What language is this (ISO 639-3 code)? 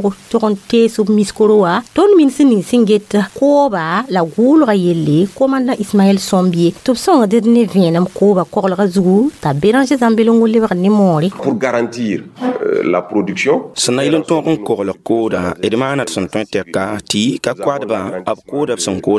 mos